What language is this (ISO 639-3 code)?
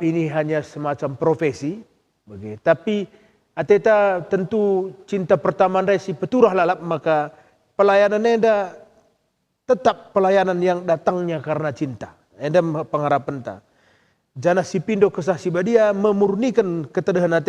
btx